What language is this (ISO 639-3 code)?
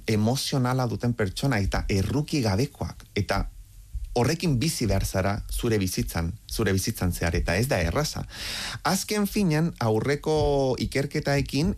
eus